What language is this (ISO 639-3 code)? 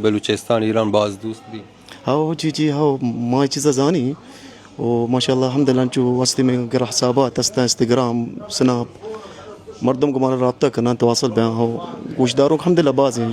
bal